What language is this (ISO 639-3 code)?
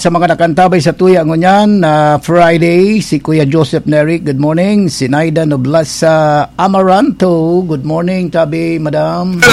bik